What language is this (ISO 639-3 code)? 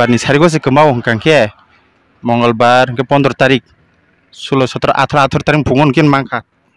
trp